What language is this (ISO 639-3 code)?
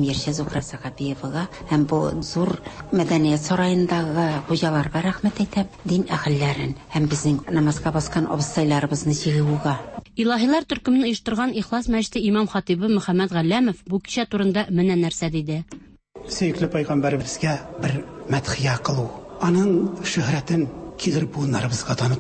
tat